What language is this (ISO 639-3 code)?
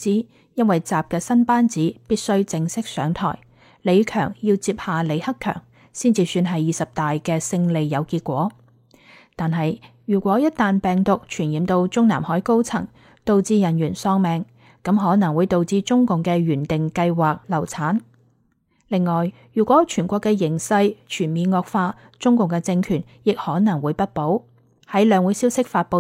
yue